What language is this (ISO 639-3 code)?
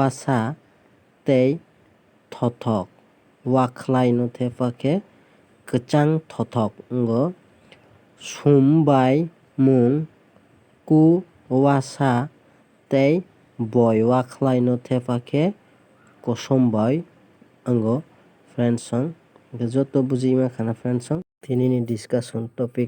trp